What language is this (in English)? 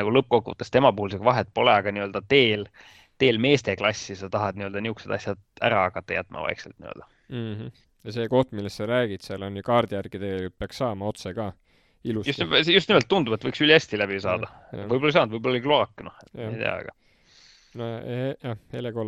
Estonian